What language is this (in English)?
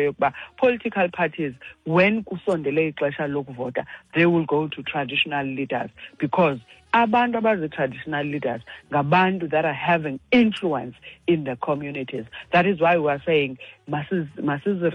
Xhosa